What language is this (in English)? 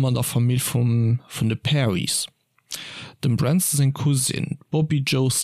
Luxembourgish